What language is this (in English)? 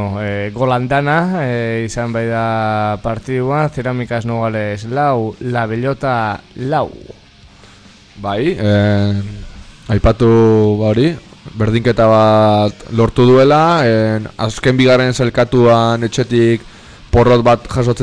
Basque